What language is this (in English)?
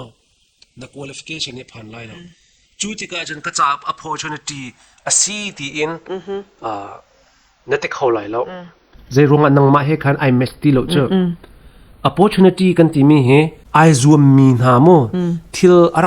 Hakha Chin